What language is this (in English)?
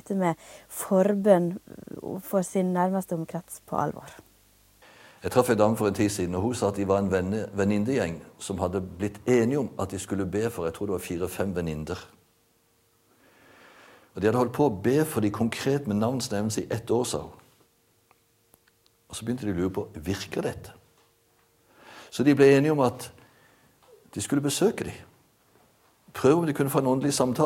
Norwegian